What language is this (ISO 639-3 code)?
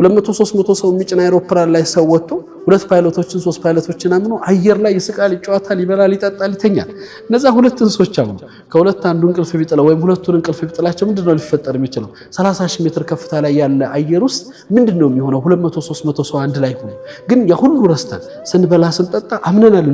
amh